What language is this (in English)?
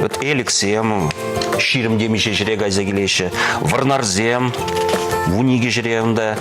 Chuvash